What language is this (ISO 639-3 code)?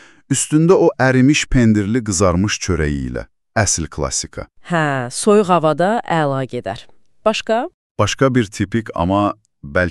aze